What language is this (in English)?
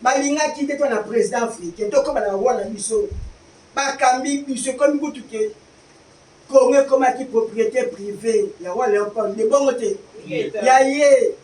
Lingala